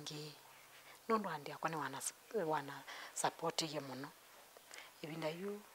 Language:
Kamba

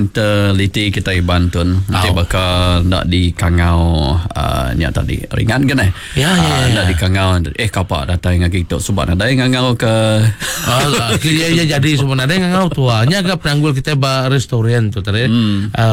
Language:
Iban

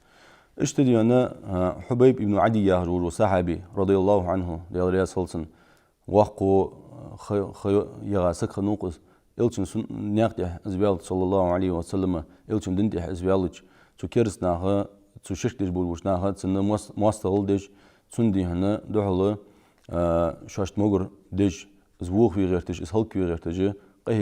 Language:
Ingush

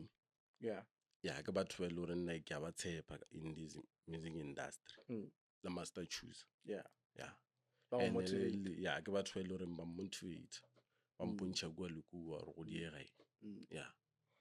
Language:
Northern Sotho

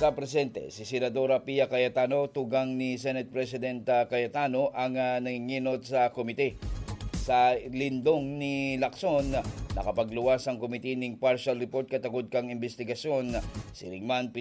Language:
Bikol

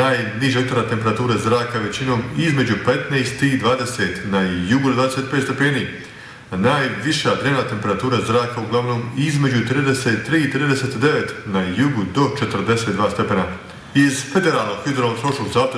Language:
Bosnian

